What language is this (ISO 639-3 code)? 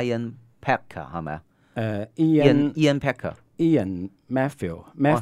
yue